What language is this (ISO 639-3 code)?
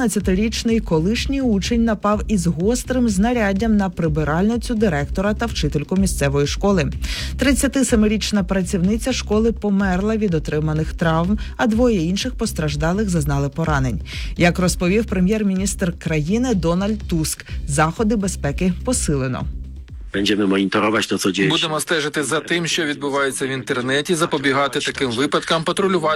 ukr